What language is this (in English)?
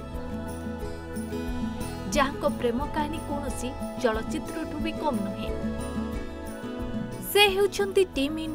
Odia